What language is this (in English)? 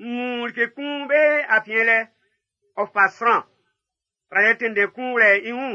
Baoulé